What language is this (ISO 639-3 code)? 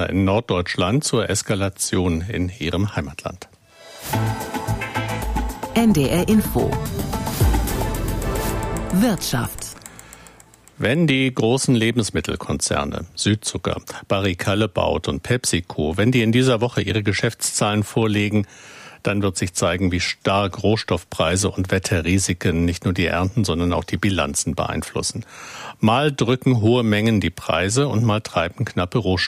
deu